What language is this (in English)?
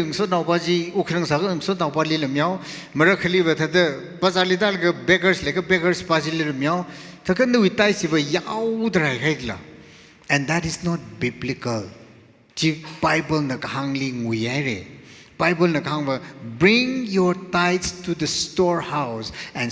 Tangkhul Naga (India)